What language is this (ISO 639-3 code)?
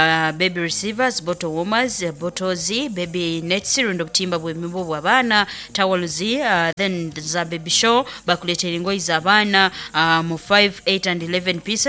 nyo